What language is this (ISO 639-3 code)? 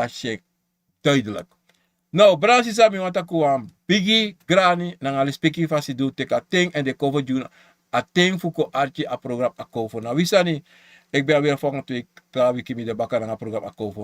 srn